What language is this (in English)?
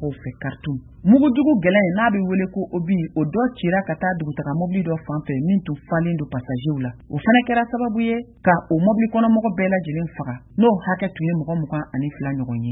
Bambara